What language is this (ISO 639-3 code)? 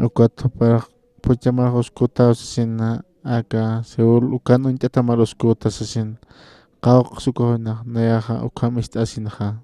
aym